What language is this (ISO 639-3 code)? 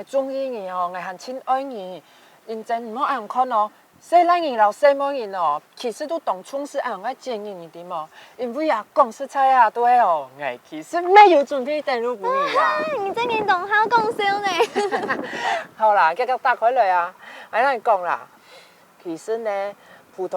hak